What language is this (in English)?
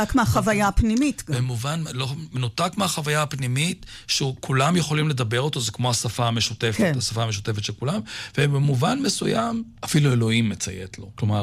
Hebrew